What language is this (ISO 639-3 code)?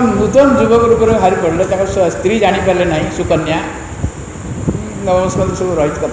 ori